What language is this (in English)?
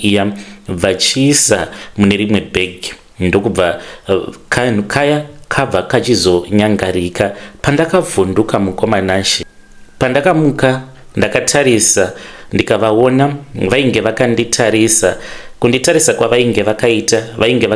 Shona